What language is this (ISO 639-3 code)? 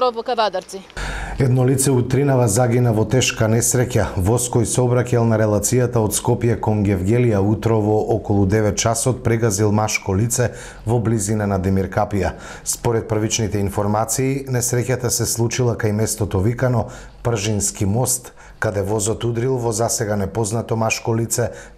mkd